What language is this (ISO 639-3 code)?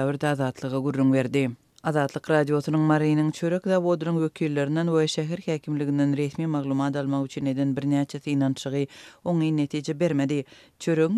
tuk